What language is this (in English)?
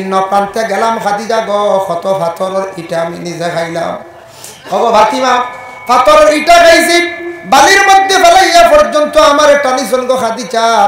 Sylheti